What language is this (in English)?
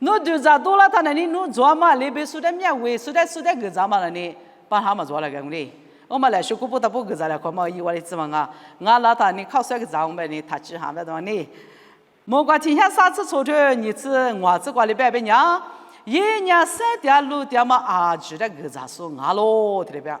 Lisu